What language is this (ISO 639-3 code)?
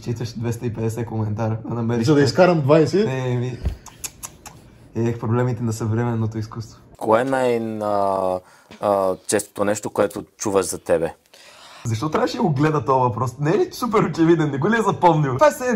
bul